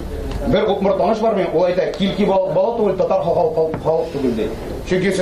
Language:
Tatar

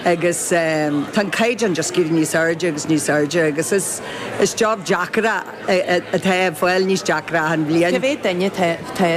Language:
Irish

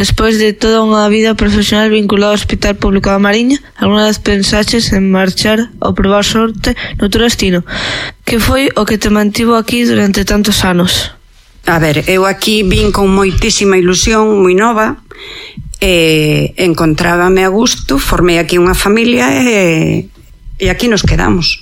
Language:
Galician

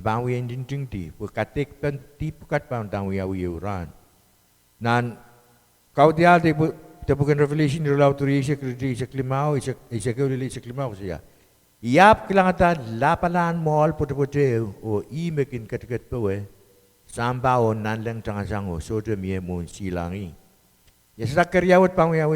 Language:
Pohnpeian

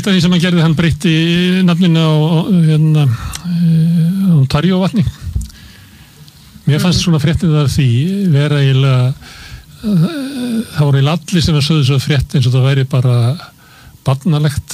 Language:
Icelandic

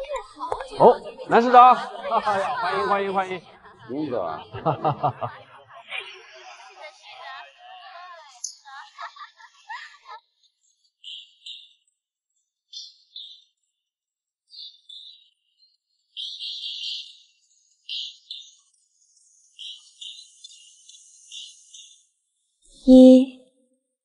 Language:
Chinese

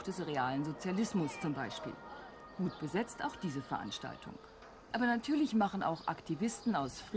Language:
German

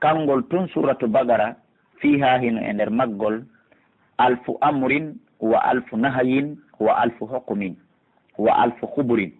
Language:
Pular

